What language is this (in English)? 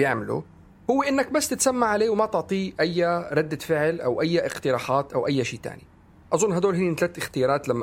North Levantine Arabic